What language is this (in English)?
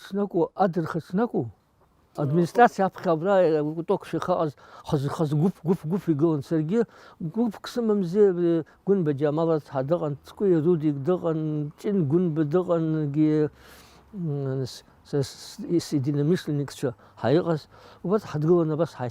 Abkhazian